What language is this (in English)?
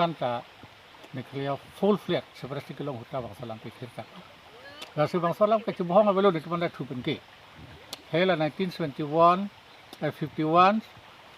Karbi